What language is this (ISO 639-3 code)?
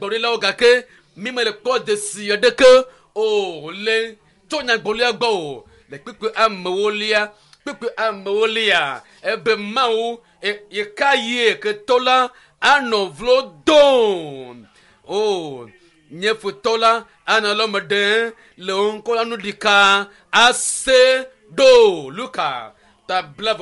ewe